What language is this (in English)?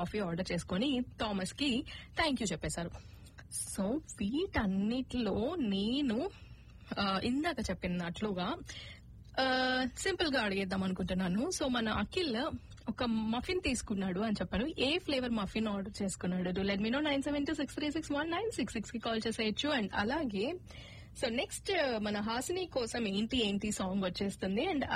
Telugu